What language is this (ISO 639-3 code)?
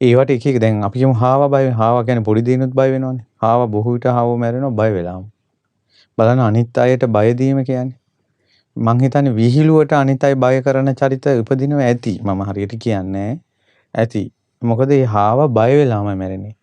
sin